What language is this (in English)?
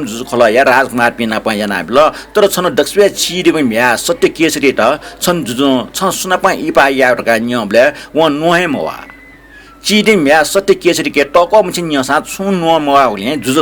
Newari